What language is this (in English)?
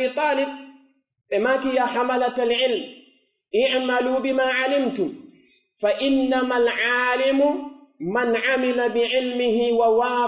Pular